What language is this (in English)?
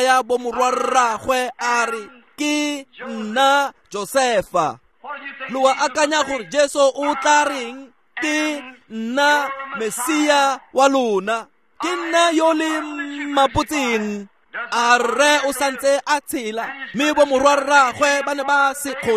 Tswana